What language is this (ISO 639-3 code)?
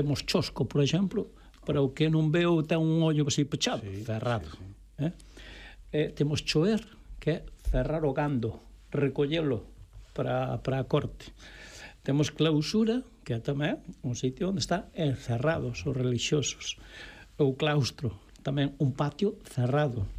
glg